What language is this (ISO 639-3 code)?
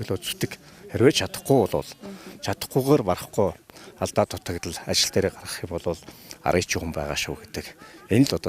mon